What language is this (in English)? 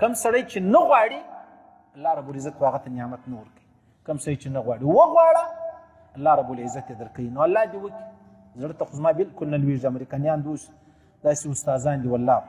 Pashto